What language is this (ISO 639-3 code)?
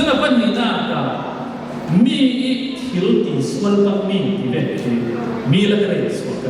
cfm